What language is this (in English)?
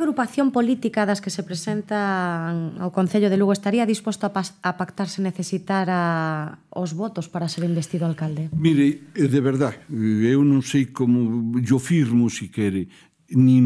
Galician